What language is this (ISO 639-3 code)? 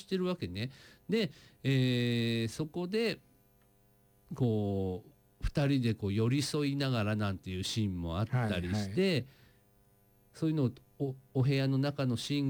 jpn